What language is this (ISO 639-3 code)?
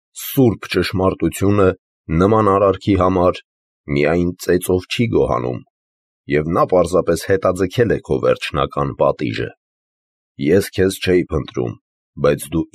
hye